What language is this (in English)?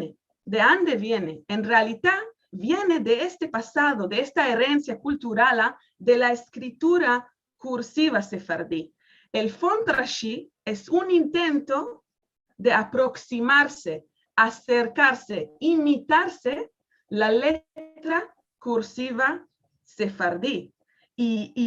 Ladino